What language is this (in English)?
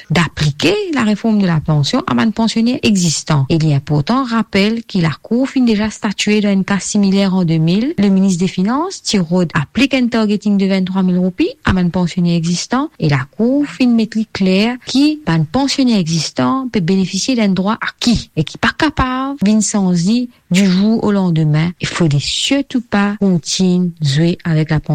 Morisyen